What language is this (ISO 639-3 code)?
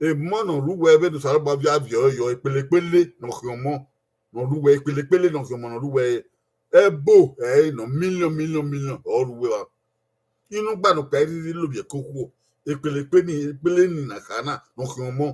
bin